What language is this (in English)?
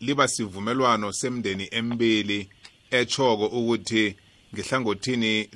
South Ndebele